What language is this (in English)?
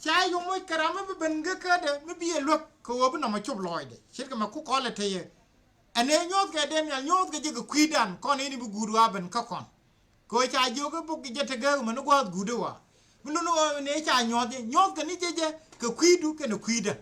Nuer